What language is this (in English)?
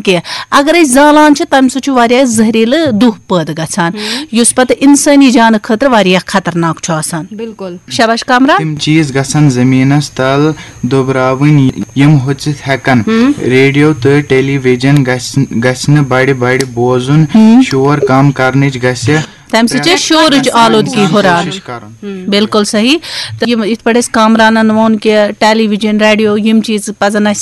Kashmiri